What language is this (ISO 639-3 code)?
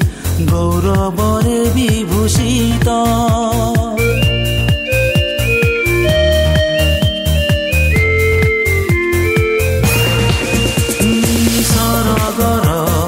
ori